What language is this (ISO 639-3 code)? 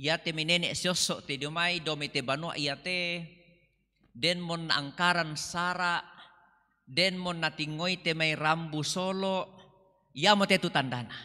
sda